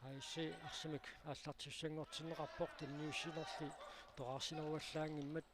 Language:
Kalaallisut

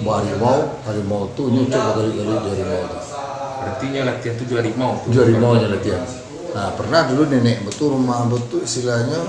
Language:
Minangkabau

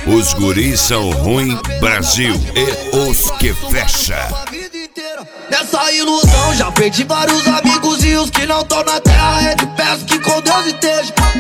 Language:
Portuguese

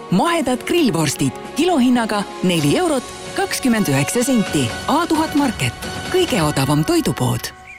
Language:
Estonian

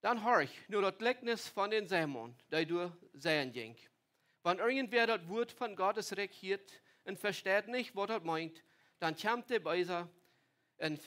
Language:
Plautdietsch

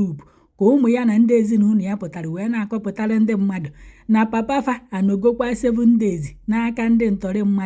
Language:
Igbo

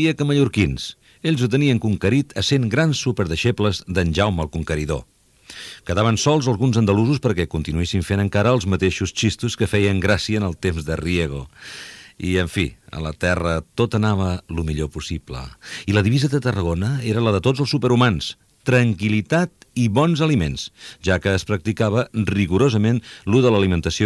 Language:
Catalan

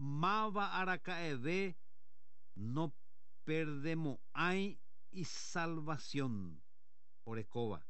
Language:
Guarani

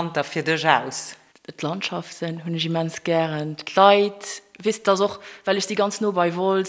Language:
Luxembourgish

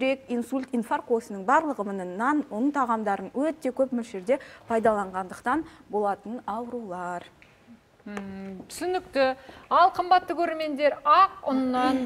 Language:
Kazakh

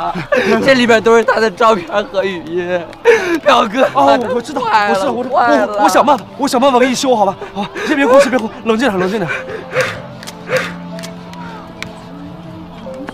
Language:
Chinese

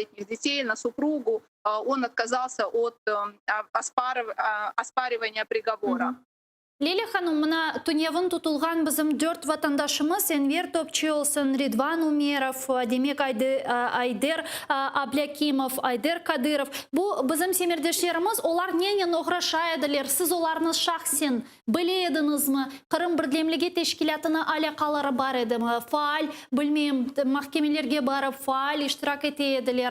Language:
Crimean Tatar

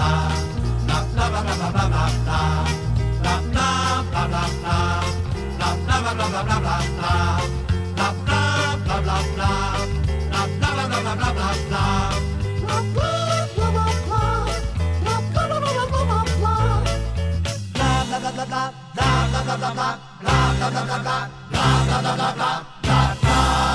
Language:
Dutch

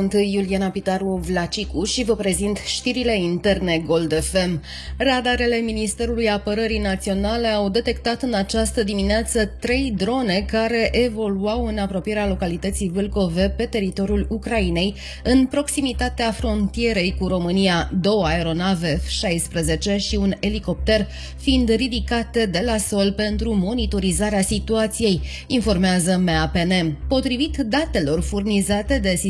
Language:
Romanian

